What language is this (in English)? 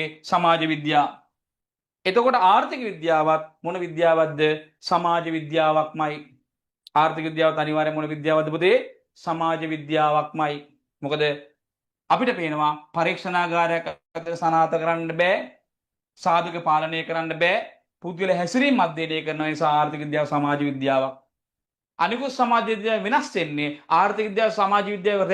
Sinhala